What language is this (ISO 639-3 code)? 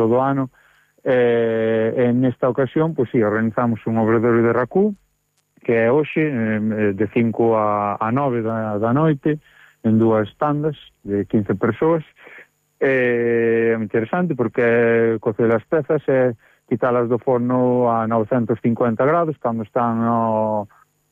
glg